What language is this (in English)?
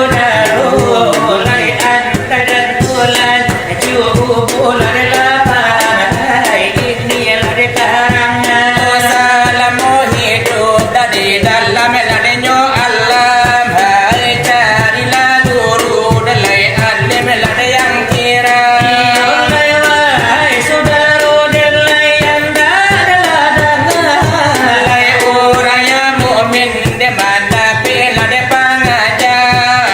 Minangkabau